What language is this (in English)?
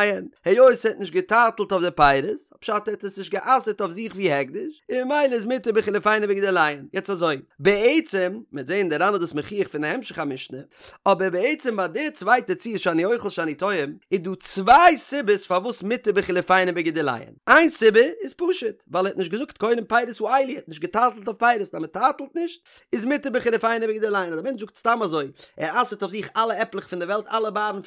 Yiddish